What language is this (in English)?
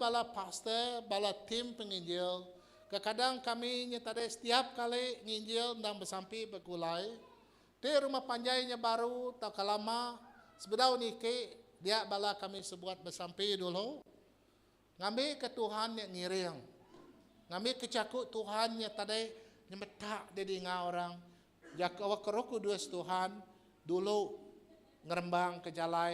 Iban